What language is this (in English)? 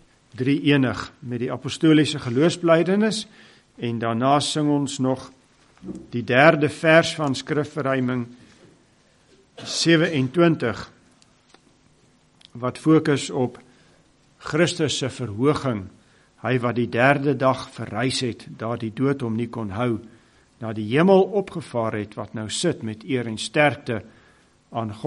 Afrikaans